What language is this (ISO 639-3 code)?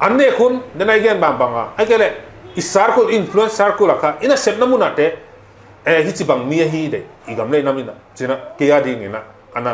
pck